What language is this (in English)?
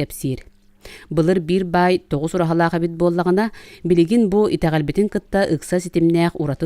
Yakut